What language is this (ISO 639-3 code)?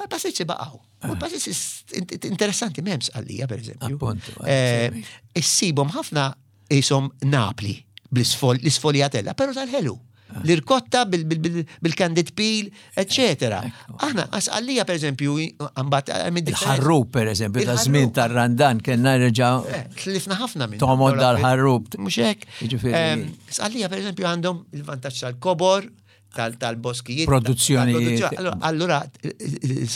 mlt